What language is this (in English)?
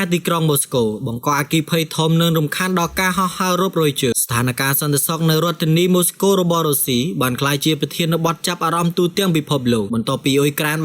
Khmer